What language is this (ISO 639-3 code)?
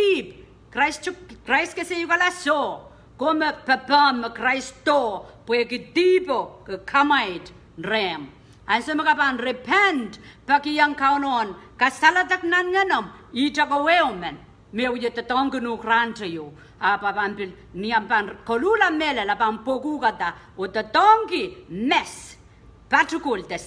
pon